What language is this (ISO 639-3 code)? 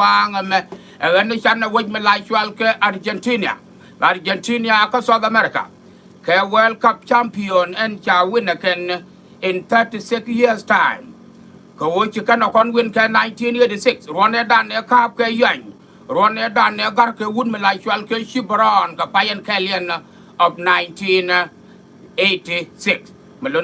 nus